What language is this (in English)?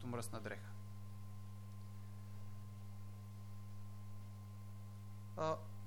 Bulgarian